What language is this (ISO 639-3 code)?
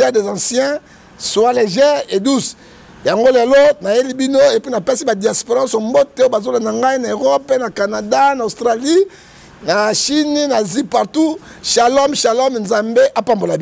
lin